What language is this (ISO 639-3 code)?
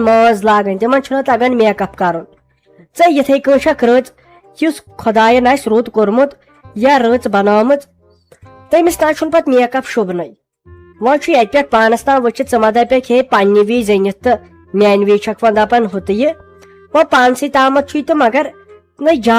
kas